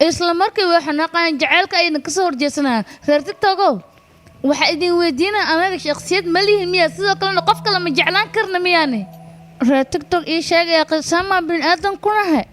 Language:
Somali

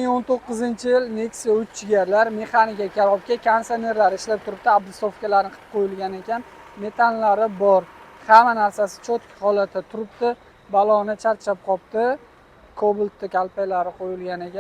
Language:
Uzbek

